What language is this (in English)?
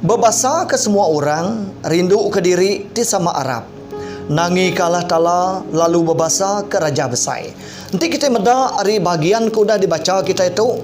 Iban